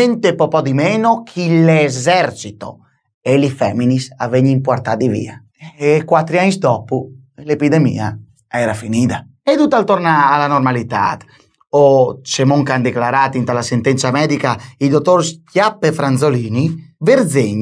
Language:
Friulian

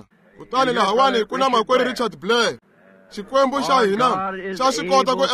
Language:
Tsonga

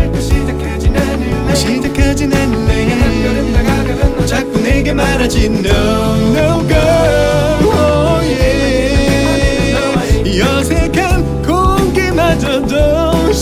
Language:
Korean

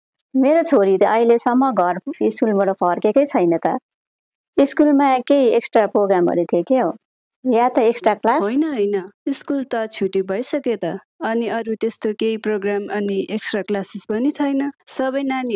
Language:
Nepali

